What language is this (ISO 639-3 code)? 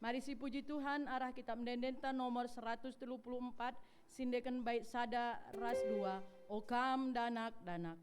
btx